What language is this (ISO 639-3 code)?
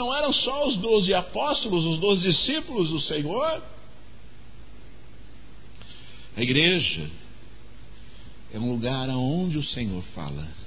por